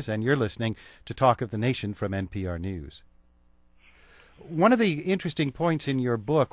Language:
English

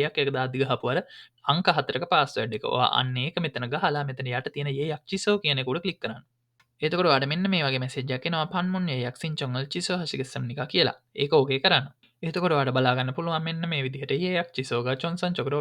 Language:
Sinhala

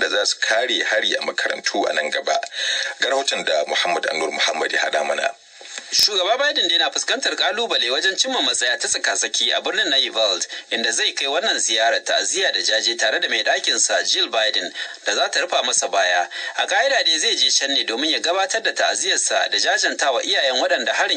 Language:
Hausa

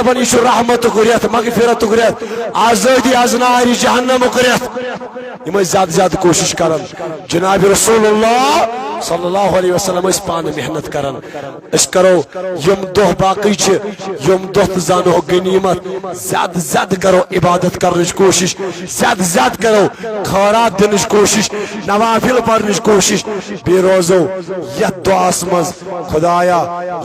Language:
Kashmiri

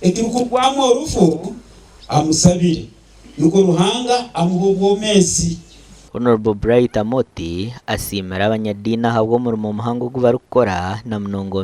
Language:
Nyankole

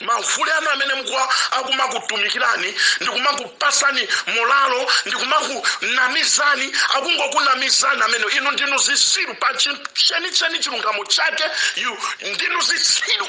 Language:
Nyanja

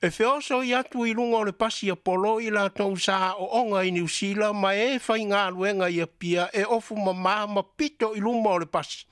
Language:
Samoan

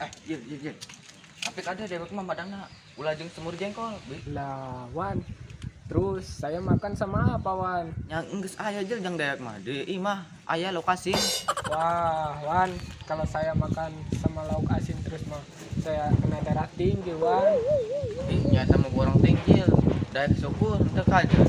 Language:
Sundanese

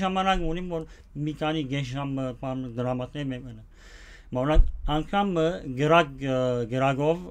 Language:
Western Armenian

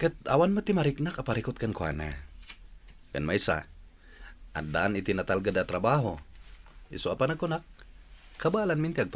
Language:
Iloko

